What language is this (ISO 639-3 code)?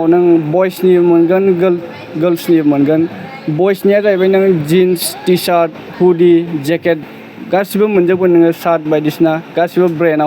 brx